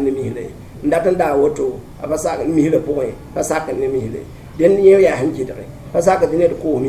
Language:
Mossi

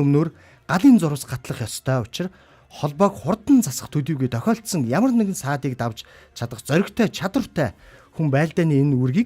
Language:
Mongolian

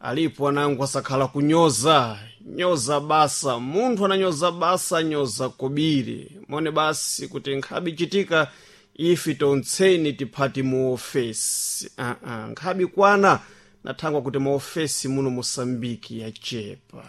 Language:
Sena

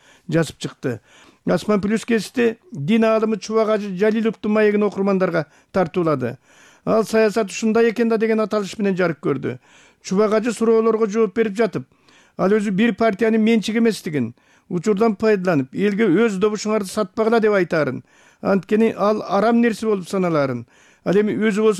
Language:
Kyrgyz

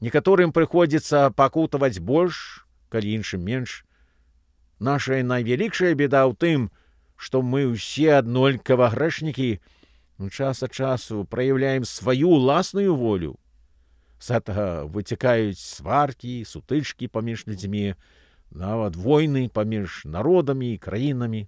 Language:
Belarusian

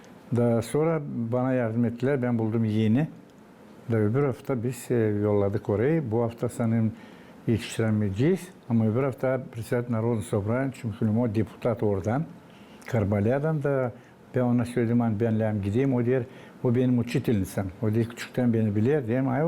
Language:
Gagauz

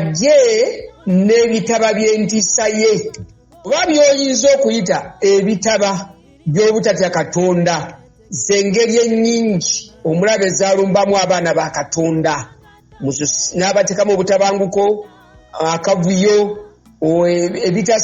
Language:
Ganda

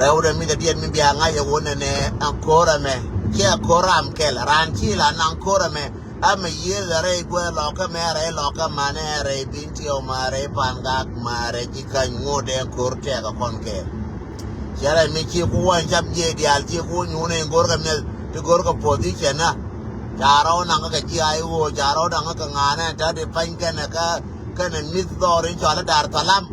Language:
Nuer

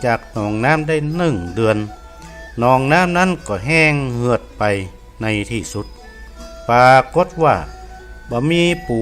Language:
Northern Thai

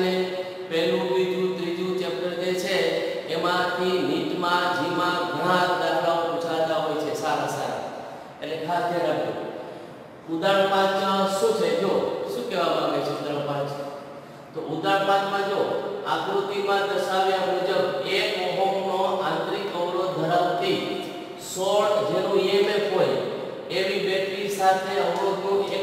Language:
Gujarati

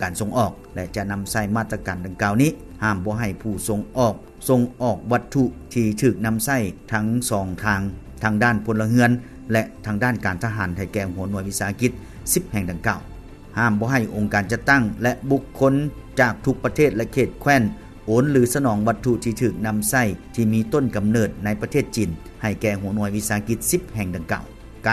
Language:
Lao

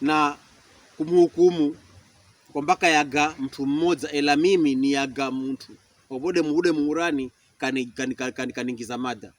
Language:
Pokomo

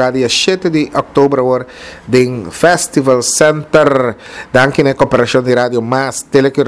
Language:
Papiamento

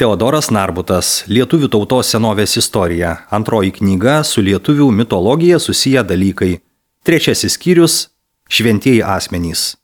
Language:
Lithuanian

